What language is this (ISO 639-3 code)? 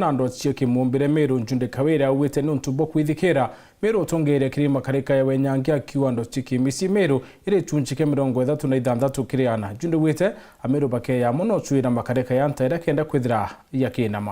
mer